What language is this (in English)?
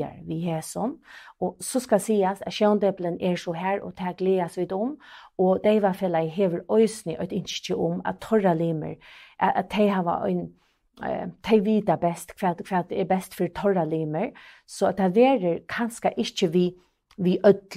Faroese